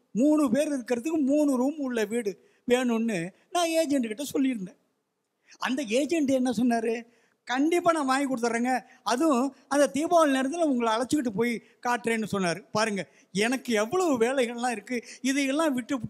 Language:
Tamil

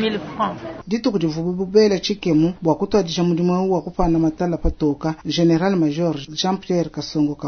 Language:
Luba-Lulua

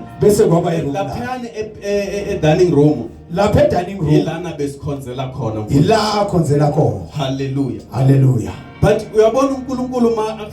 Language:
Zulu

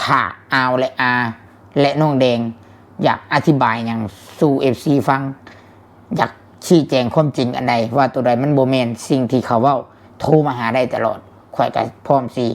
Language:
Northeastern Thai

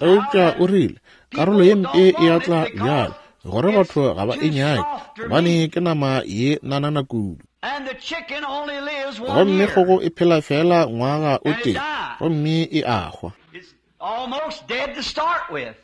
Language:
Northern Sotho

